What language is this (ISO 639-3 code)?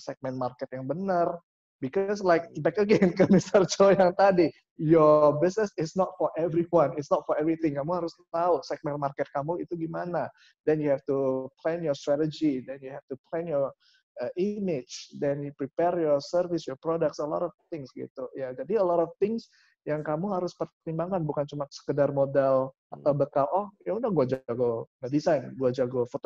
ind